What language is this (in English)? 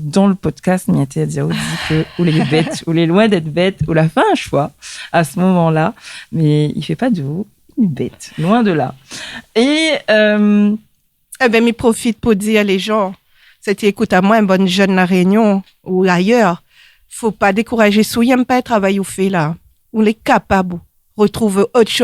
Réunion Creole French